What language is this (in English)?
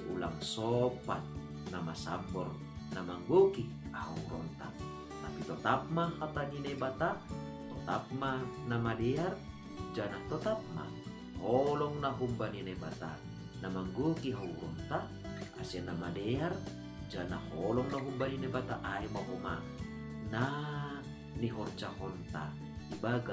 Batak Simalungun